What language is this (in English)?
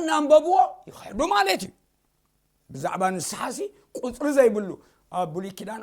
Tigrinya